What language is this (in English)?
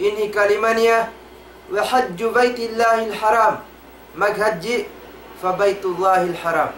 Tausug